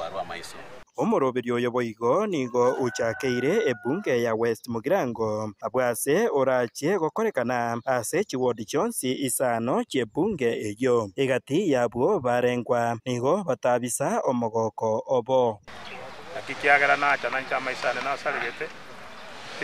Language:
Gusii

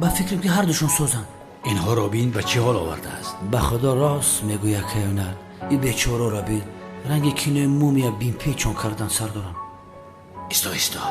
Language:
Tajik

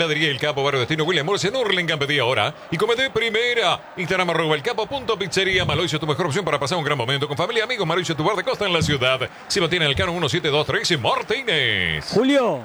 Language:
Spanish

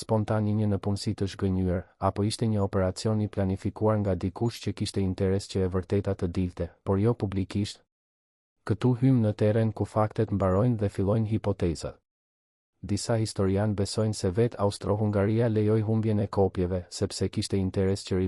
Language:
Albanian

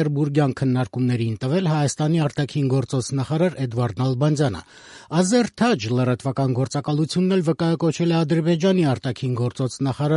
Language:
Armenian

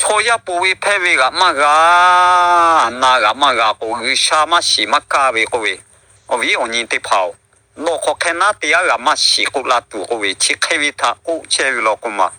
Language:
Lahu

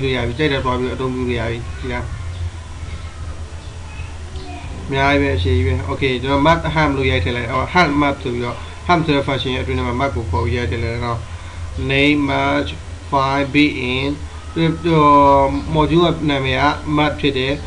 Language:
Burmese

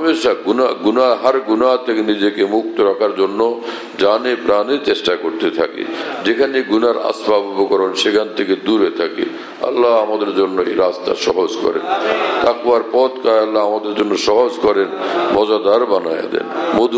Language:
Bangla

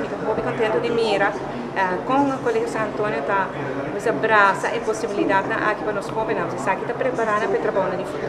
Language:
Papiamento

